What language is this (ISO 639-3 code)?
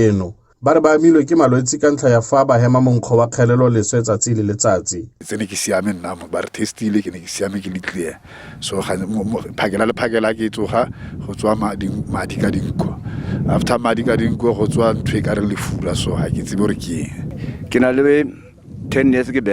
tsn